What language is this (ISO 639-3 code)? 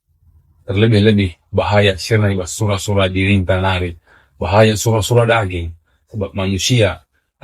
btx